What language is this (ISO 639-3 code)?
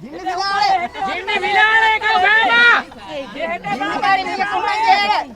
div